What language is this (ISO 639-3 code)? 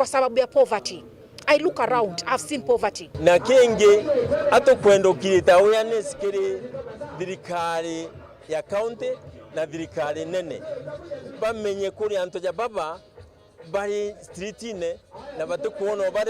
mer